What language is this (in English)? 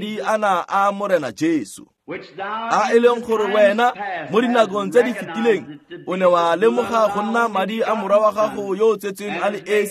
Tswana